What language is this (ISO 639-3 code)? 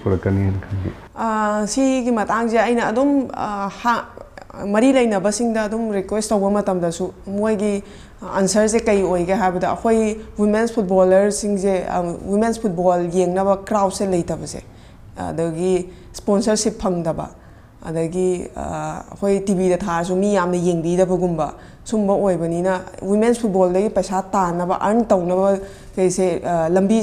mni